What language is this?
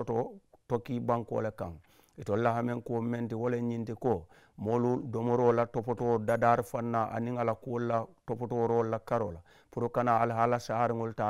Mandingo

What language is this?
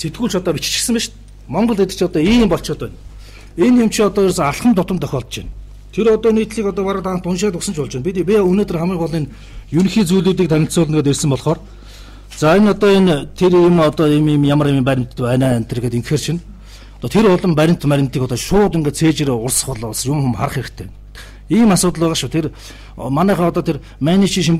Mongolian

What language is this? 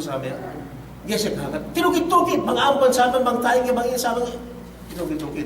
Yakan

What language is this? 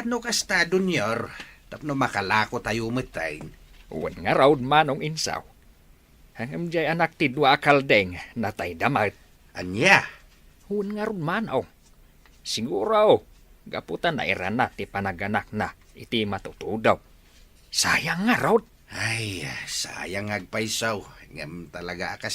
Iloko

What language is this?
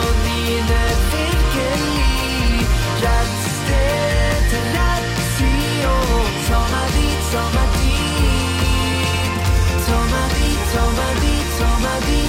Norwegian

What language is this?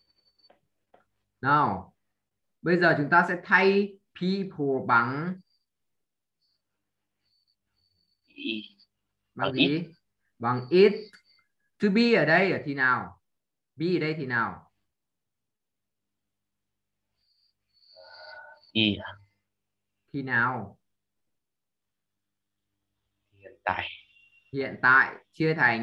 Vietnamese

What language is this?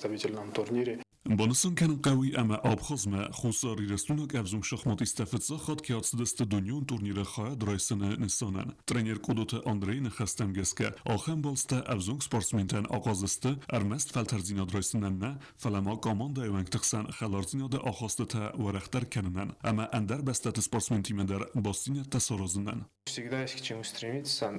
Ossetic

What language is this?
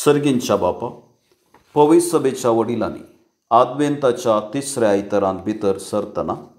Konkani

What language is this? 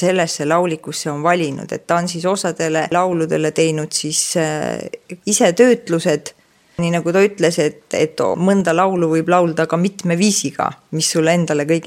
Estonian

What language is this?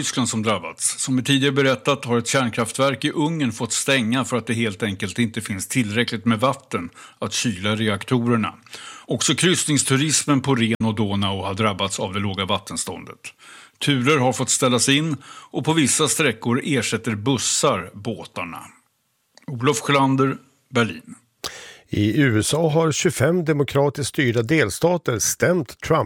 Swedish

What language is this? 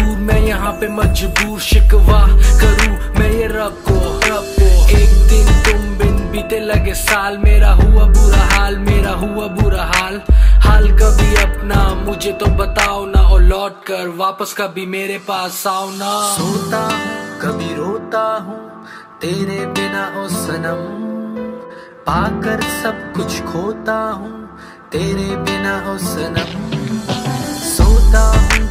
Hindi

